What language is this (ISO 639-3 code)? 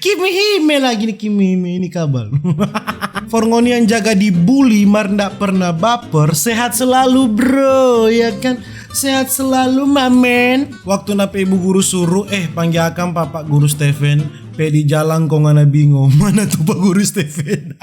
xmm